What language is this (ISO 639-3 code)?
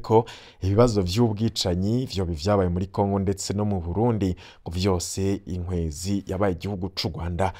run